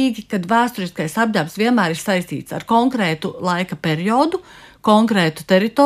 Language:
Latvian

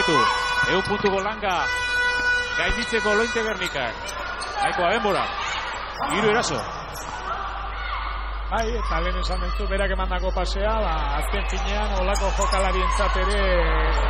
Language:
Basque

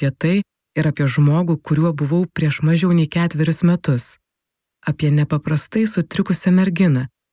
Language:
Lithuanian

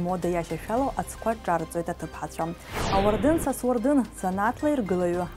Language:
Abkhazian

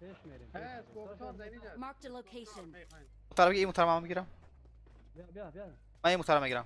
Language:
Persian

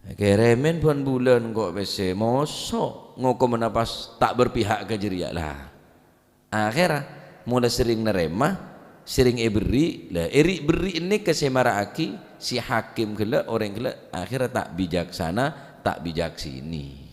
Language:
Madurese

